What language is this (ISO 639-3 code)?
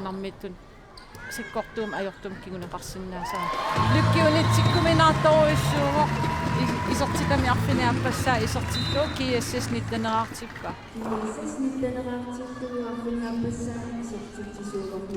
kal